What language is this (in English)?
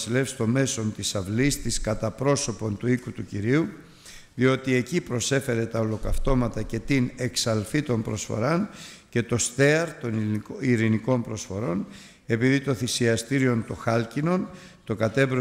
Greek